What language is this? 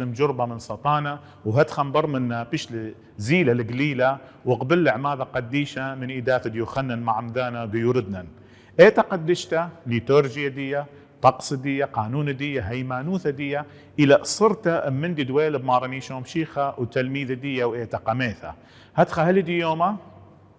Assyrian Neo-Aramaic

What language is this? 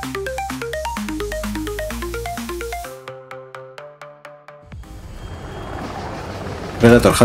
Spanish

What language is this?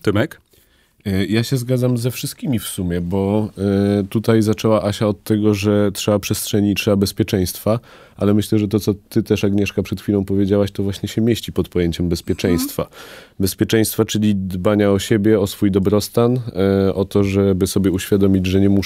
Polish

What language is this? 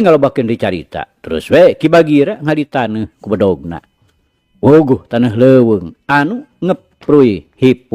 Sundanese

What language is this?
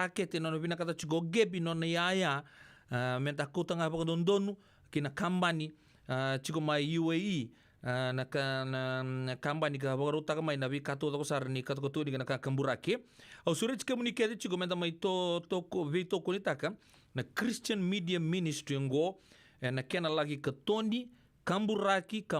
Fijian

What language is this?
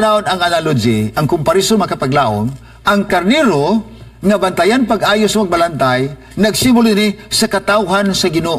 Cebuano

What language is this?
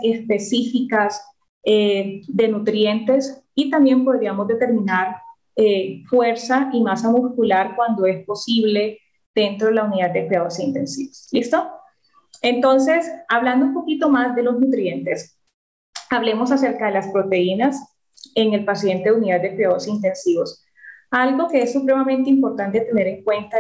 Spanish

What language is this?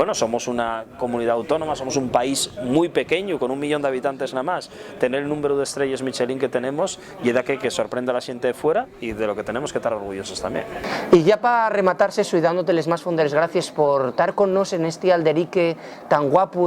Asturian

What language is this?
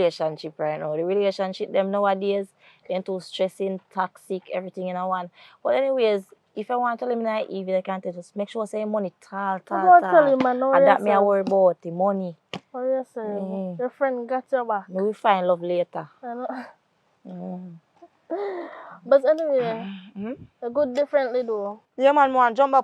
Jamaican Creole English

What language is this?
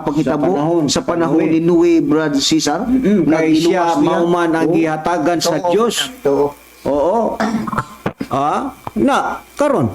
Cebuano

